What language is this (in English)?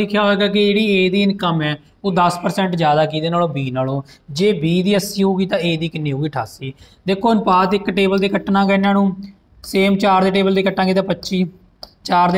Punjabi